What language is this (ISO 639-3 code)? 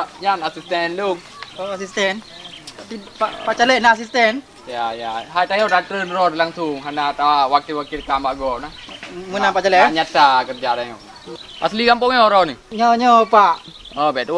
ace